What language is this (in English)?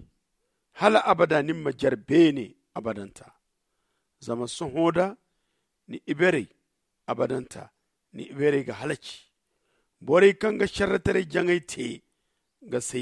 Zarma